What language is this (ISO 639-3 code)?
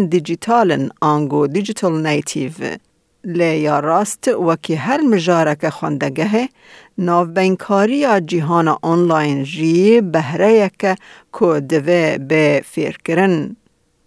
kur